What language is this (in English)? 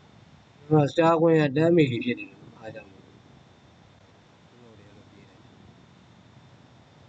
Burmese